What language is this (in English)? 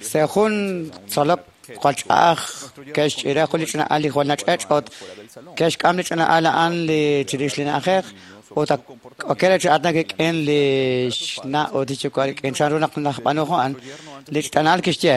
Kekchí